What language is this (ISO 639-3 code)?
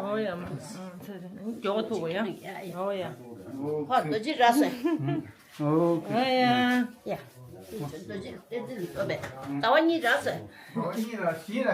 bod